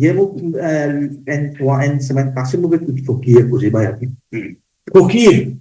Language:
Morisyen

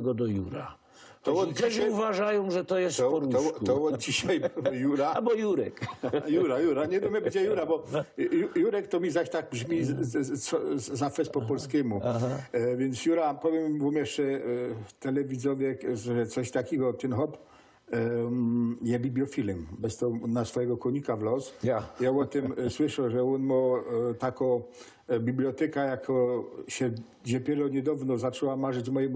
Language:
Silesian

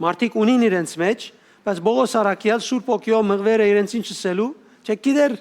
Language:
Western Armenian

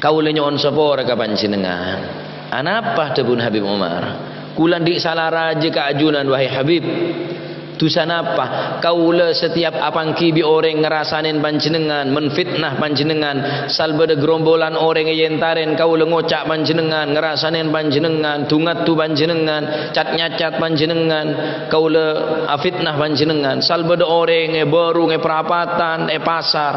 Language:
Madurese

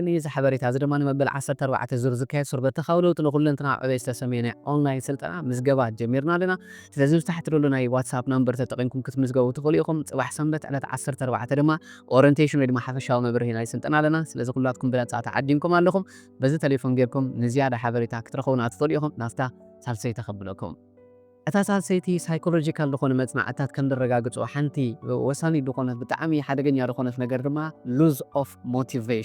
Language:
Tigrinya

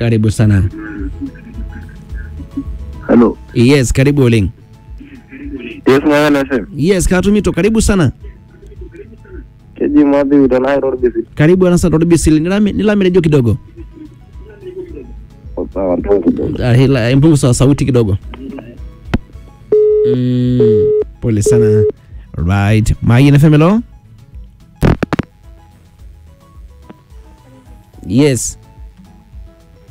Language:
Swahili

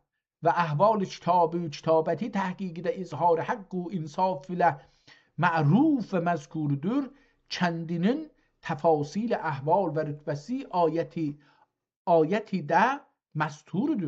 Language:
South Azerbaijani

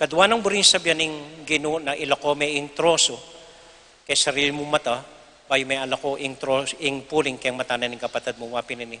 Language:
Pampanga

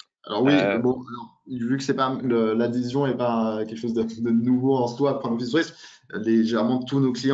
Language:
French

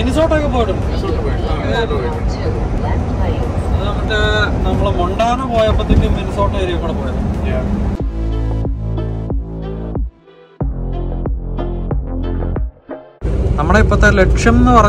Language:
Malayalam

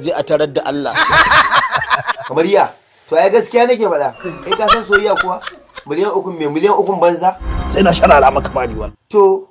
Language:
Hausa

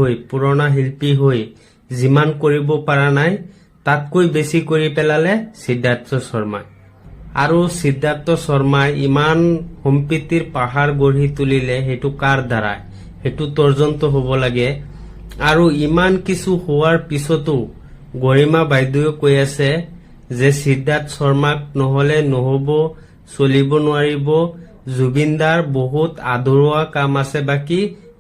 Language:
Assamese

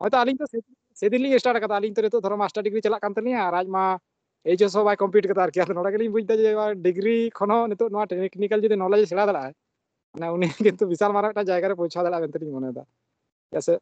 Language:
Santali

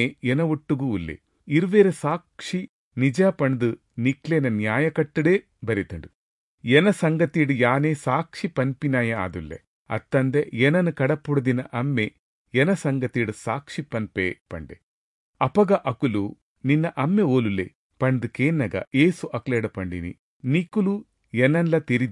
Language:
Tulu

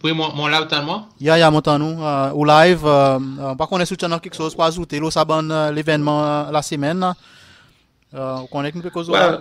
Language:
Seselwa Creole French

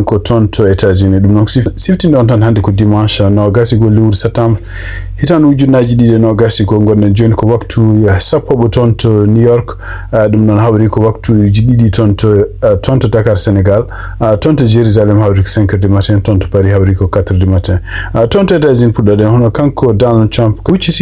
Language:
Fula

